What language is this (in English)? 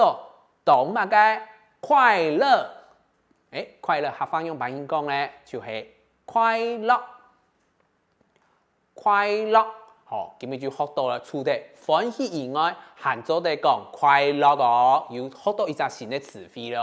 Hakka Chinese